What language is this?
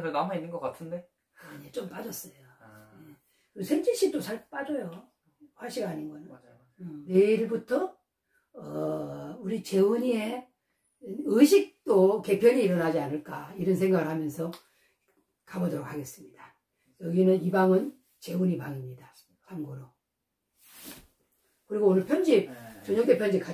Korean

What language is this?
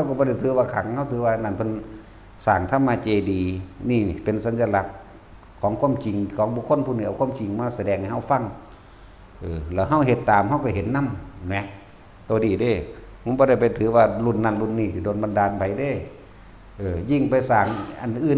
Northeastern Thai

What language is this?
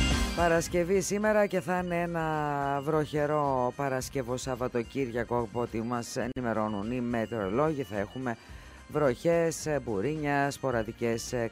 Greek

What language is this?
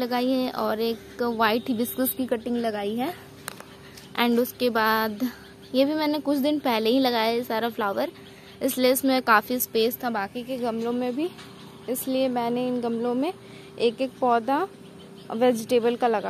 Hindi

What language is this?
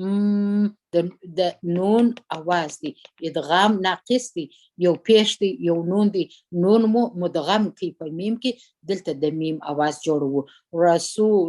Pashto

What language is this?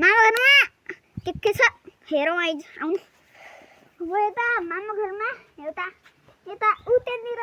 Nepali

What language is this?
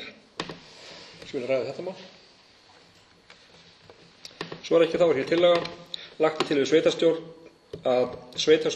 Icelandic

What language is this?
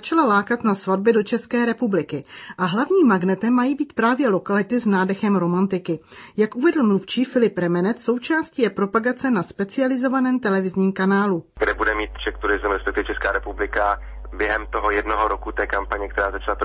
Czech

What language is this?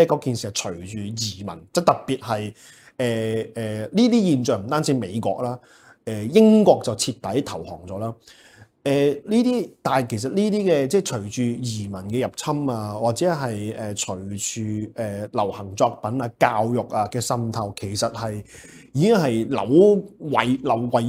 Cantonese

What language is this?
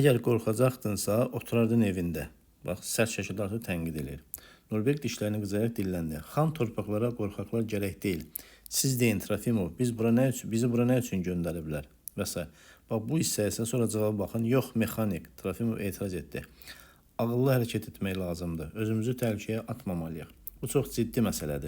Azerbaijani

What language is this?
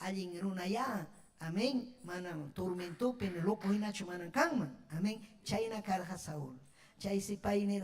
Ayacucho Quechua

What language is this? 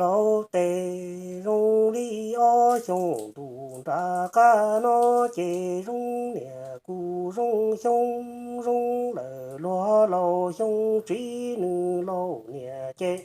Hmong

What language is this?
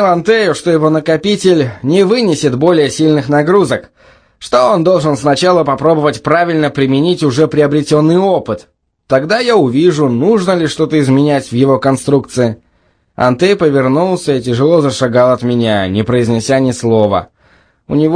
Russian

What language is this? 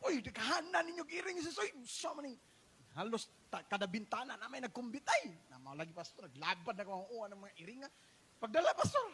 Cebuano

